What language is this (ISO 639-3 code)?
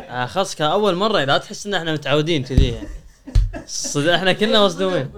afb